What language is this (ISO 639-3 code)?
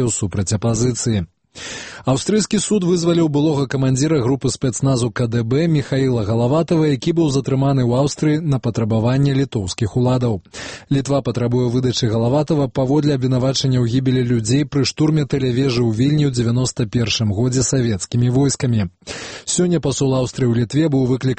bel